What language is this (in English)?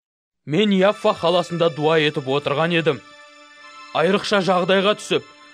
Kara-Kalpak